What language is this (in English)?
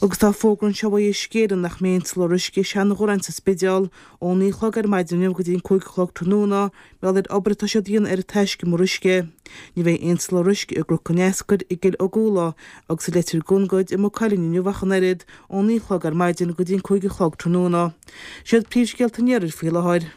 Irish